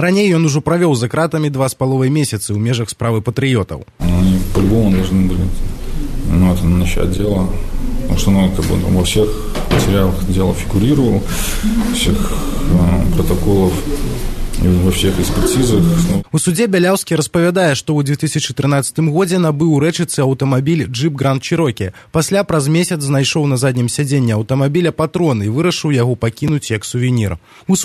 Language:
Belarusian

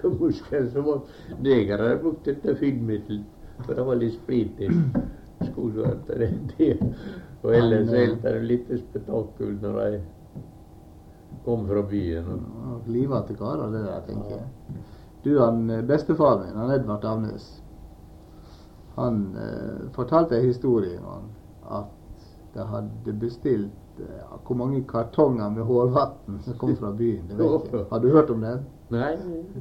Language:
Norwegian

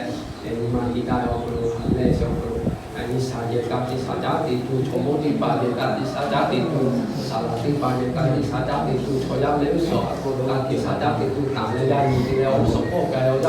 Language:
Lahu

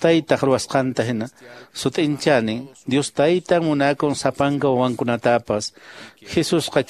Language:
Quechua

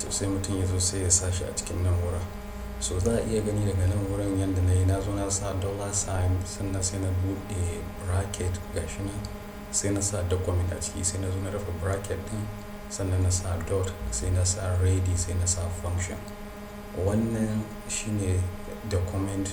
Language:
Hausa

